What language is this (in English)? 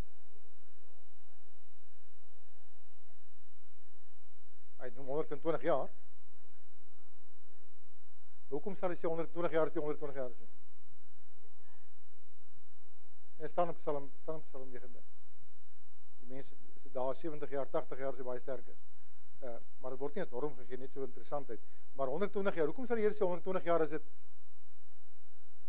Afrikaans